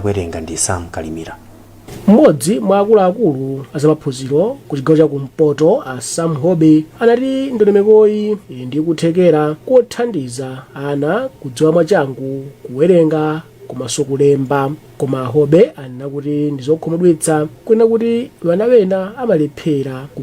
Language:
Nyanja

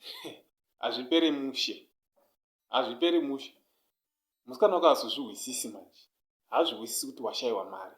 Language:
Shona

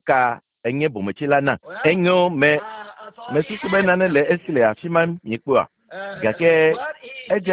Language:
Ewe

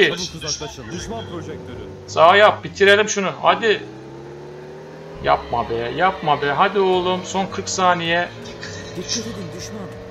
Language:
Turkish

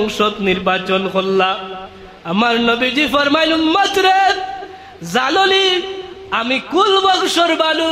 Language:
Sylheti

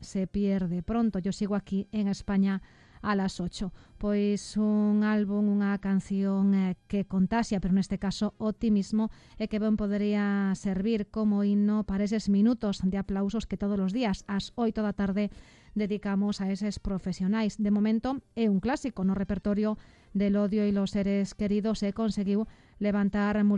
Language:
Galician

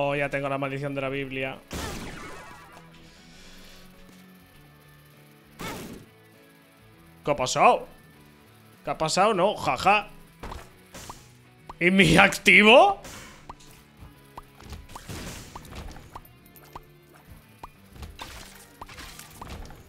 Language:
Spanish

